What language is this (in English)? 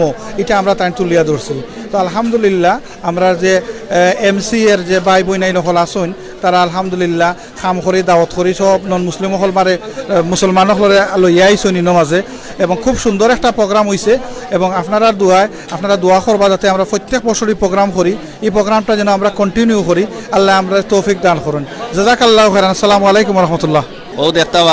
Sylheti